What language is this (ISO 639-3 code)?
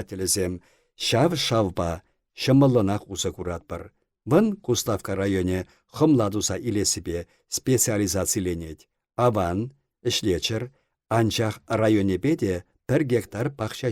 chv